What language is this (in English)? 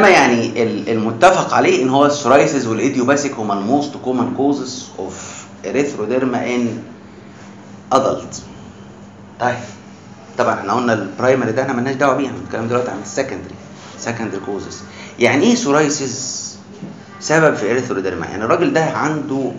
Egyptian Arabic